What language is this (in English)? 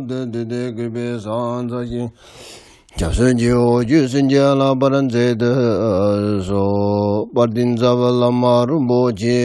Tibetan